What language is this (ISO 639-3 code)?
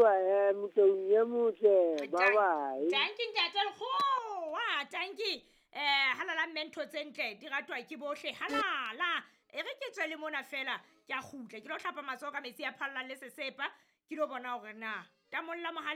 sot